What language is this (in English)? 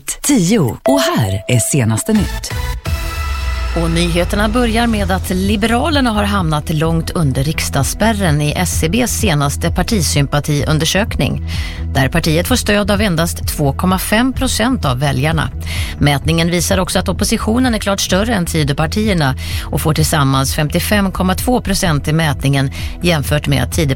Swedish